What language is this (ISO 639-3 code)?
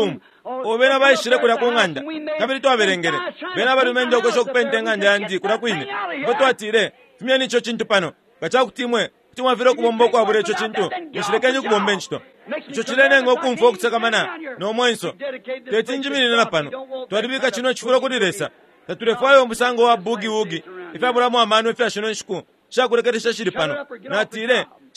bem